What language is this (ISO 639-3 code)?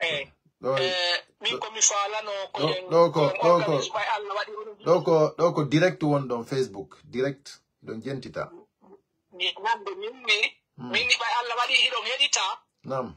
fuf